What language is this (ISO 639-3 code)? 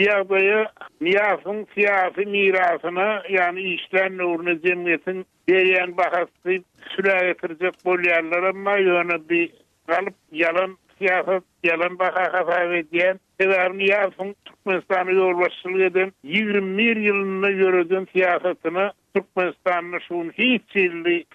tuk